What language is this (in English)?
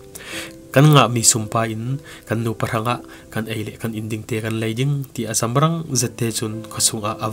Falam Chin